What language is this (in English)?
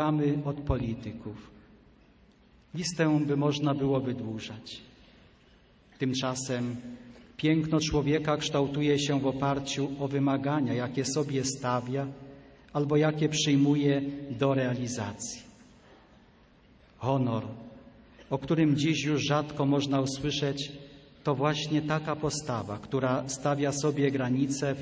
Polish